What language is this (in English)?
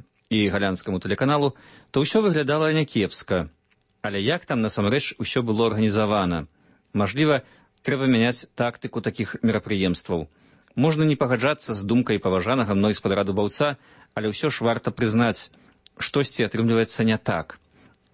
Belarusian